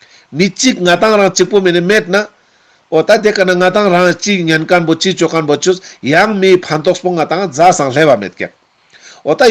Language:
Ladakhi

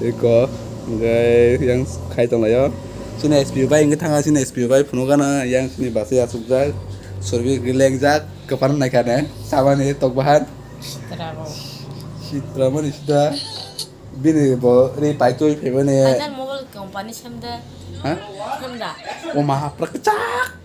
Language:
Kok Borok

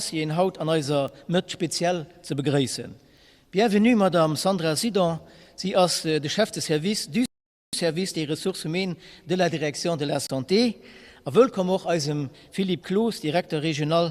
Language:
Luxembourgish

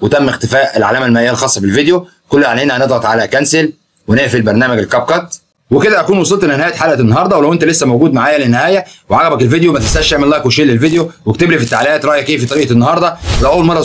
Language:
Egyptian Arabic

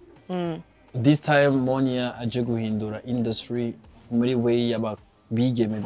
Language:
Rundi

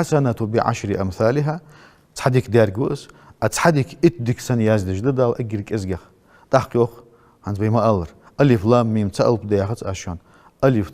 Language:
Ingush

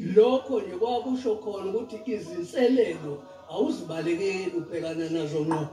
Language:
Zulu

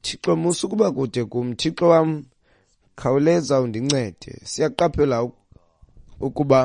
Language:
Xhosa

